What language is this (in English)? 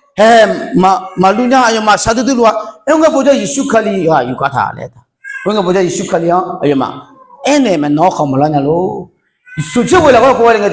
Akha